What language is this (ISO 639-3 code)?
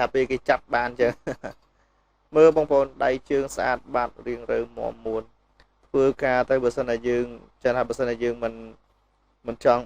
khm